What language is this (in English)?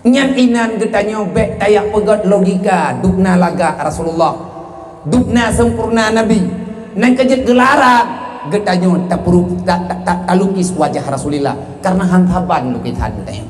Achinese